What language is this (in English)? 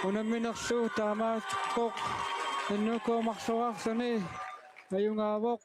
Kalaallisut